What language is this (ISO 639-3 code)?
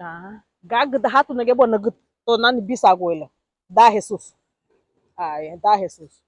cab